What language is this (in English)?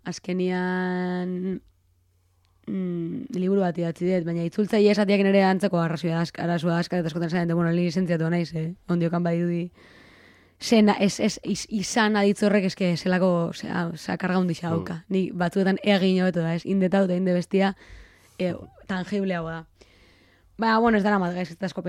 Basque